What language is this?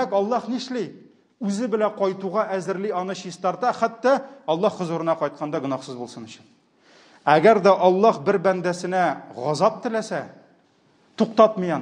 Tatar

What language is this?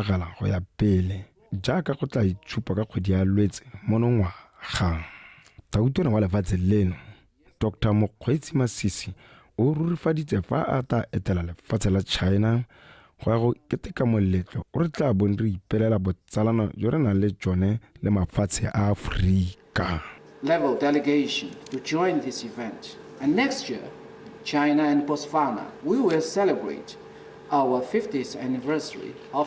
Tswana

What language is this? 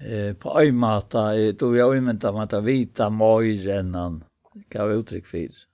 Faroese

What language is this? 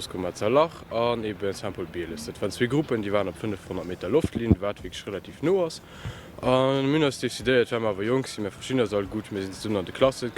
Luxembourgish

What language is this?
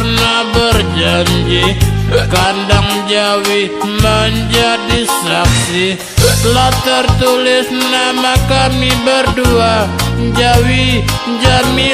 Minangkabau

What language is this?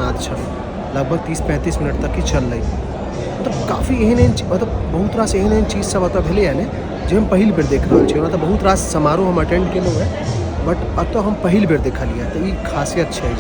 Maithili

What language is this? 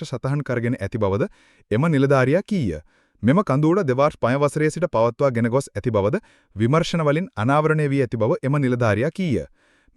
Sinhala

